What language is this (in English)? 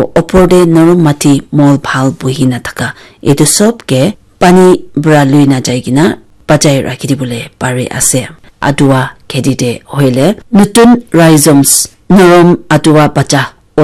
Naga Pidgin